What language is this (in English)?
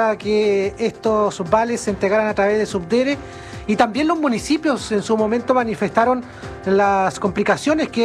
Spanish